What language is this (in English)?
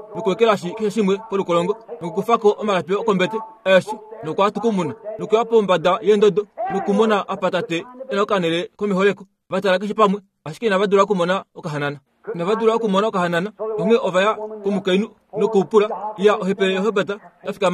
Kuanyama